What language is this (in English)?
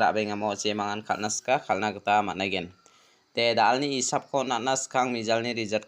Garo